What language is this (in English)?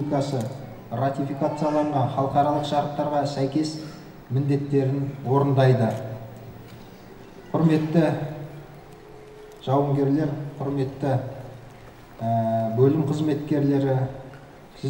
Kazakh